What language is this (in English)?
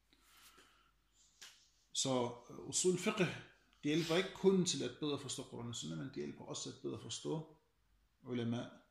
Danish